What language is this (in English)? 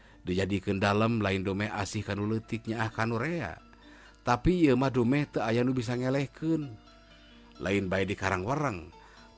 Sundanese